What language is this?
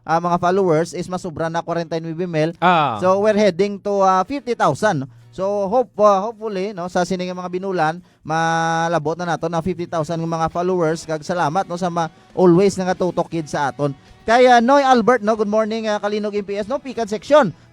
Hiligaynon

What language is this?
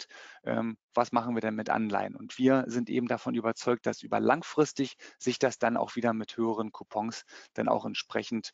German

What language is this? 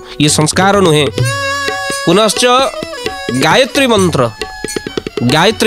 Odia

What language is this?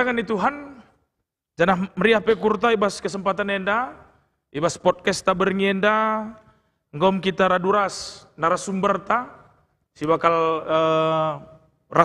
Batak Karo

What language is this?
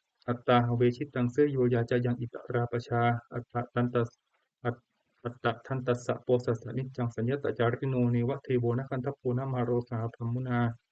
Pali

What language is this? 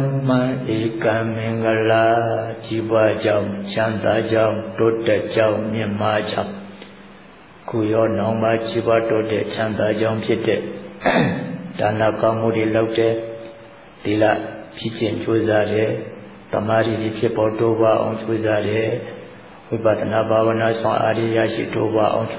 Burmese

